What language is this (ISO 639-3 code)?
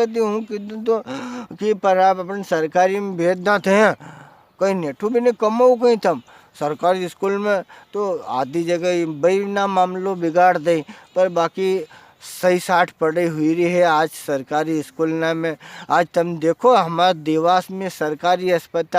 raj